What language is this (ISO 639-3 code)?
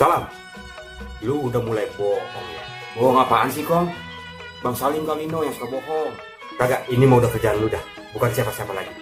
bew